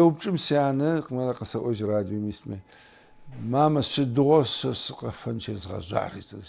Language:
Adyghe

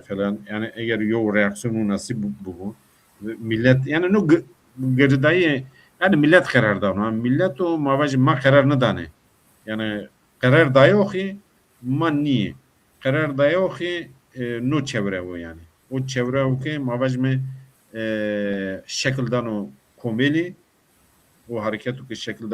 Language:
Zaza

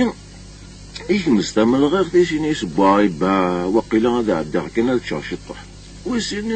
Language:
Kabyle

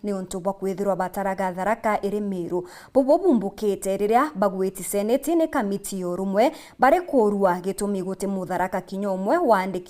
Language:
Meru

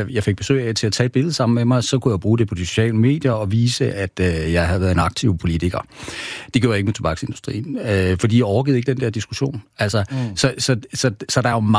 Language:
Danish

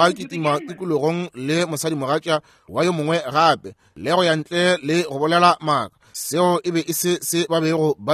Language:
Northern Sotho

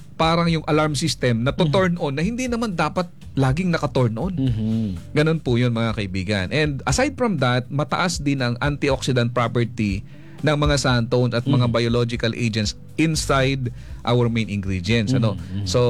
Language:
Filipino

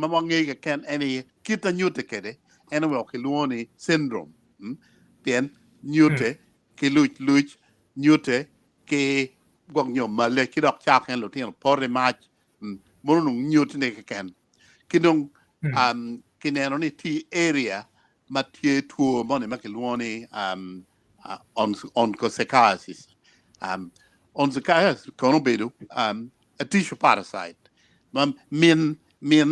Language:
Acoli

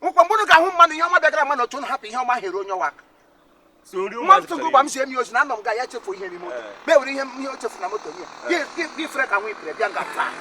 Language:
Igbo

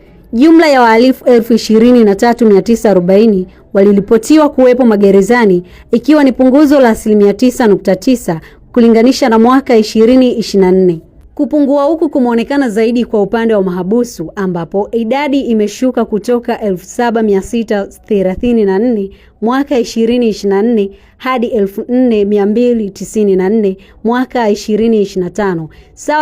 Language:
Swahili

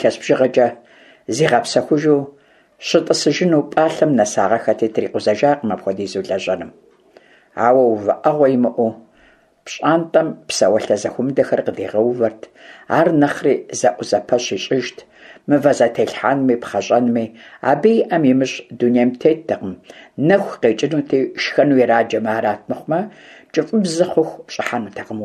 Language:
Kabardian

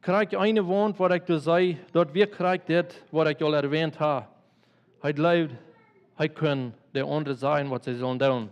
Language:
Plautdietsch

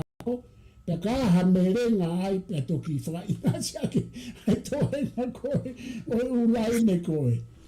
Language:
Tongan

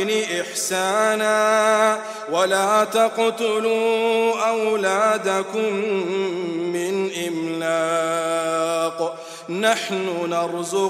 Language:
Arabic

